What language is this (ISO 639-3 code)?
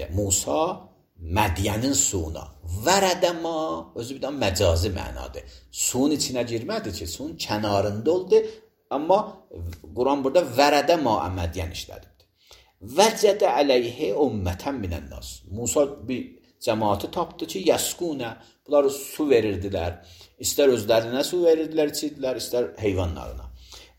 aze